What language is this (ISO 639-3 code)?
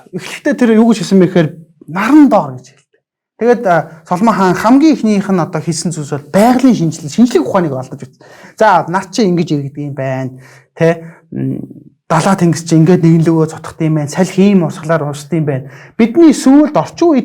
mon